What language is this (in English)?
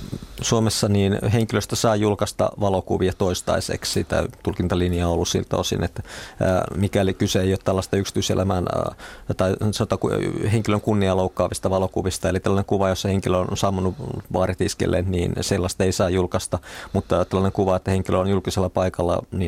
Finnish